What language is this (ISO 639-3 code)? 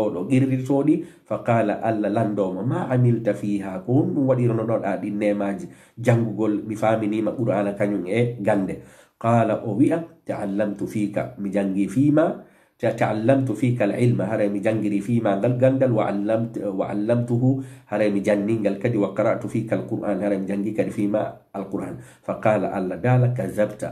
ful